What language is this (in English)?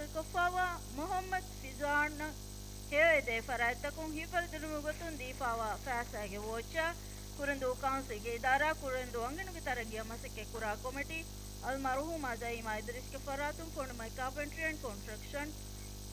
Divehi